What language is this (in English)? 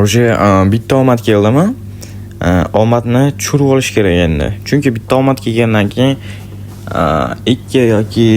Uzbek